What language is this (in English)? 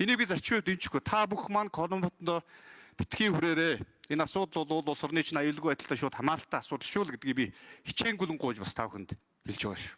Mongolian